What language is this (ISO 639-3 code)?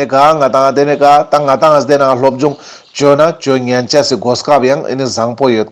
lbj